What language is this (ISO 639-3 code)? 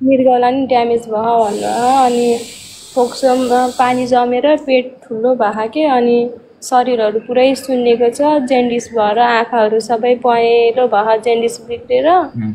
nep